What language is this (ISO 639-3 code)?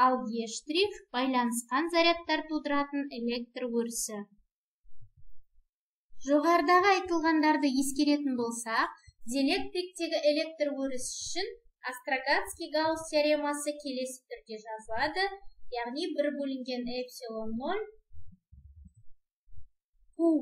kaz